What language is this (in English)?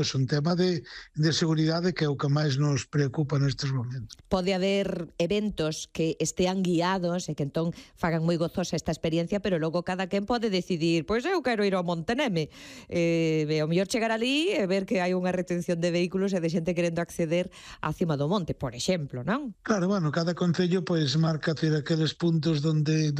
Galician